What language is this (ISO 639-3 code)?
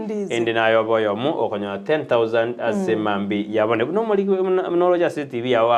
guz